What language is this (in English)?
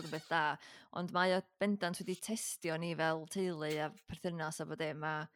Welsh